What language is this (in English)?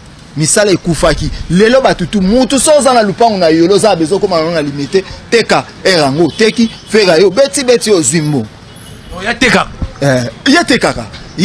Lingala